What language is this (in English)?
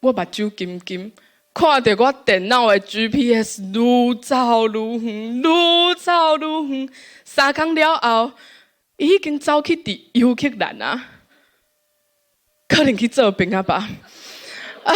Min Nan Chinese